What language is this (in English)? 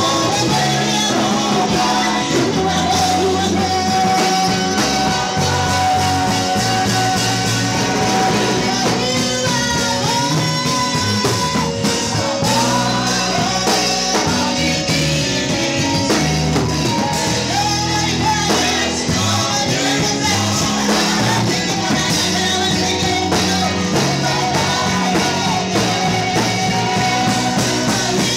English